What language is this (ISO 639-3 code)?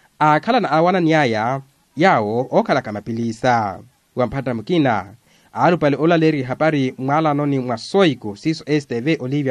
vmw